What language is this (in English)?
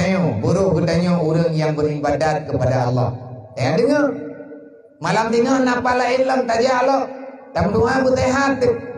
Achinese